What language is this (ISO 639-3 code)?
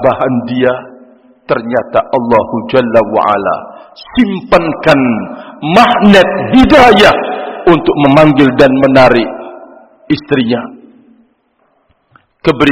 ind